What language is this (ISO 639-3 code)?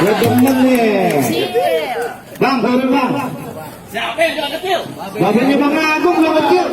bew